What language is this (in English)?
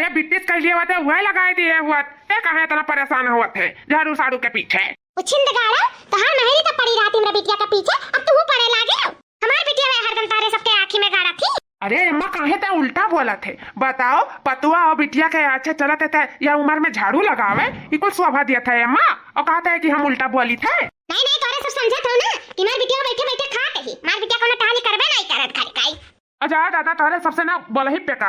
Awadhi